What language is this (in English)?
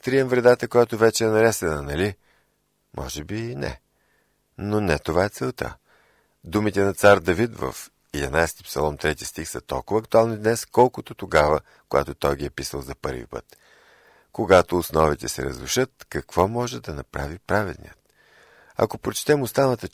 Bulgarian